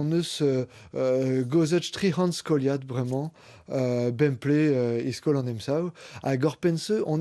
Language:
Breton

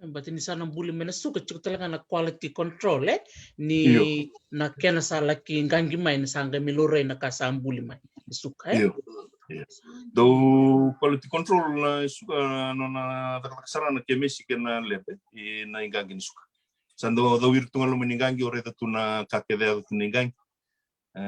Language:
Fijian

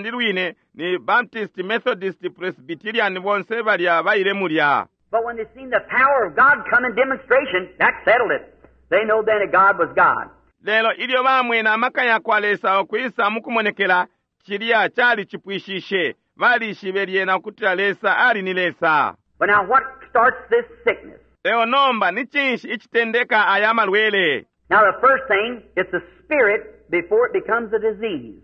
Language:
Bemba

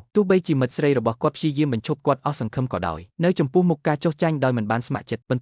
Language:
Khmer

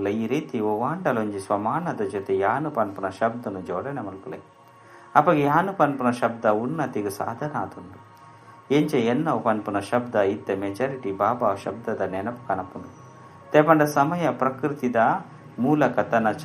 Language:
Tulu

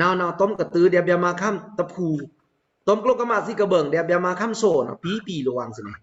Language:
Pa'o Karen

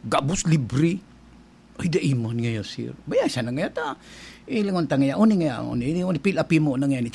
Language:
Bikol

